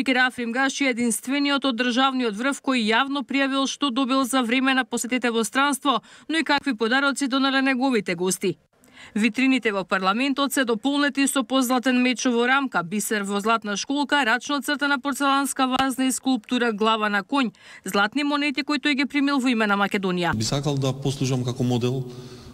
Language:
Macedonian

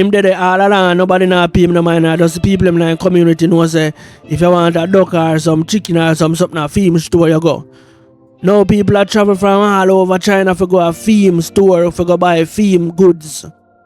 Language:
Jamaican Creole English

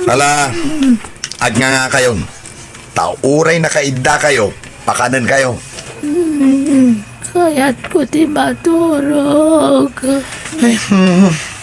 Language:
Iloko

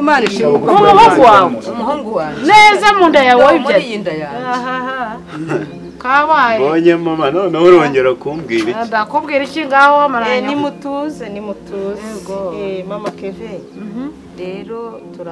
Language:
Kinyarwanda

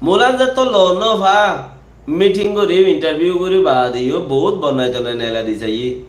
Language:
Rohingya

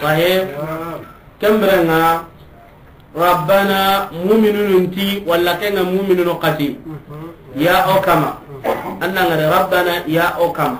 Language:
Soninke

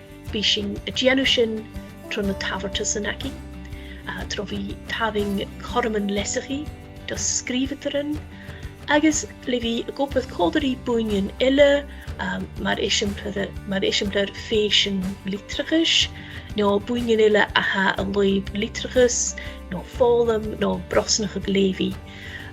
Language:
Scottish Gaelic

